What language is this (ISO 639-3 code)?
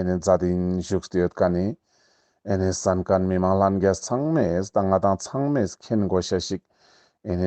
lbj